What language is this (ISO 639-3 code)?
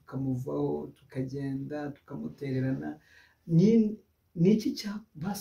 kin